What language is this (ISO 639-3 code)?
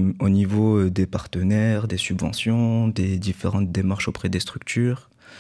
fra